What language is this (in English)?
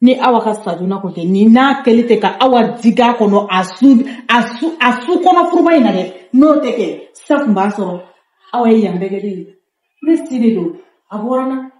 Bambara